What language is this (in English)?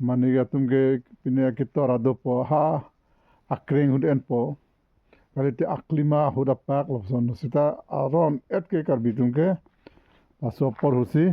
Karbi